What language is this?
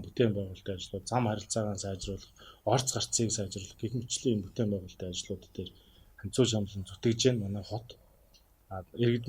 Mongolian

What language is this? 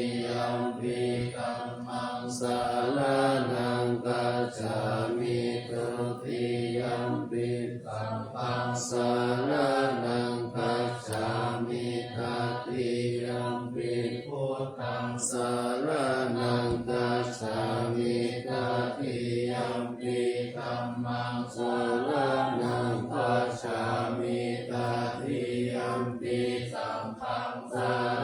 Pali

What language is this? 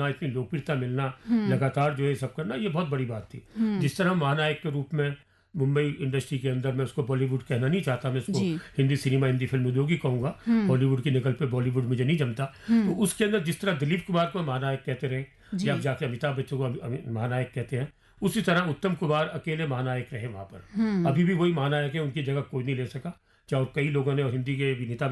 Hindi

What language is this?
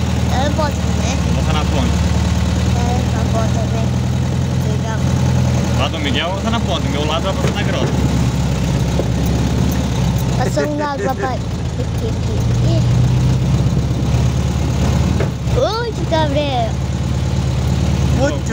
Portuguese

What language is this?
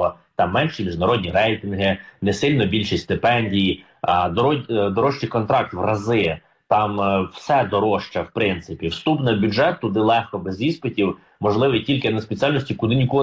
Ukrainian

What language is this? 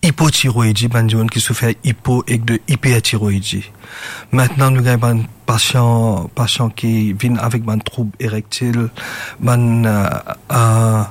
Morisyen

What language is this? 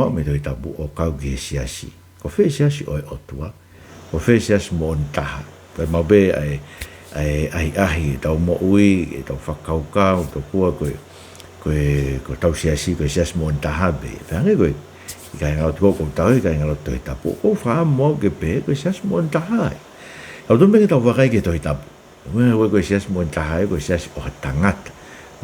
Tongan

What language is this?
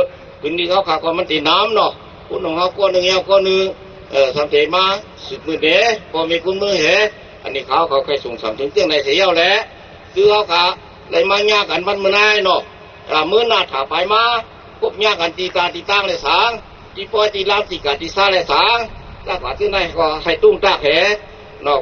Shan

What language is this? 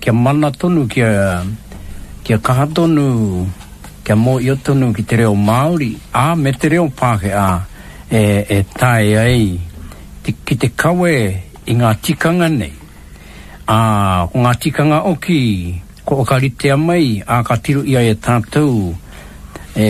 Māori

